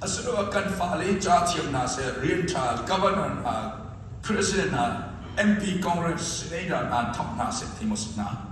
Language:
Hakha Chin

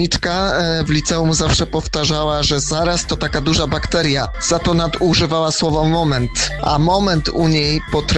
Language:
Polish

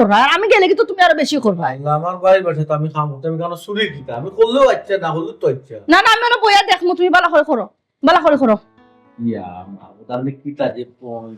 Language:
Sylheti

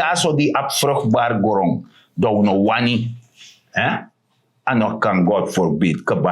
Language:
Sranan Tongo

